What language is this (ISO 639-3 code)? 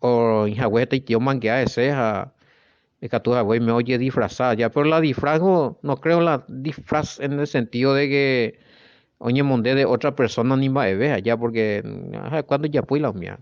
grn